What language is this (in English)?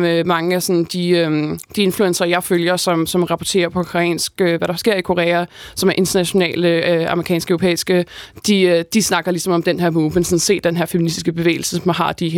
Danish